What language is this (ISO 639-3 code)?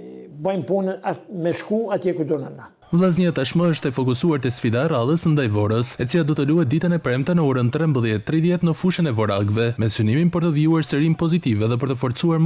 sqi